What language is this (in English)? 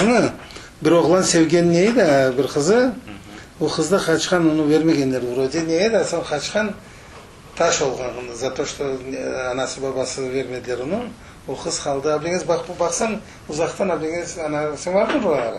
Crimean Tatar